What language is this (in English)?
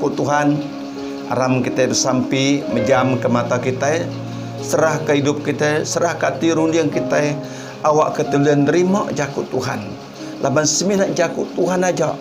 Iban